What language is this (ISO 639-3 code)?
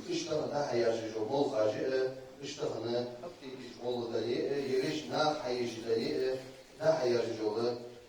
inh